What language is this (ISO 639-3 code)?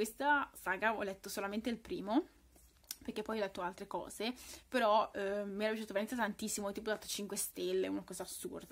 ita